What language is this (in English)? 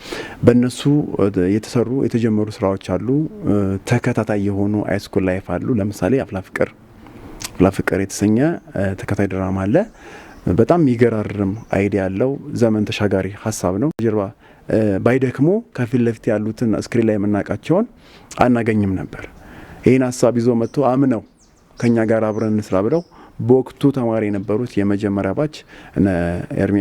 Amharic